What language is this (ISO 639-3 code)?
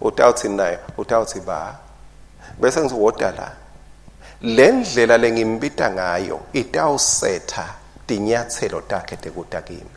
ssw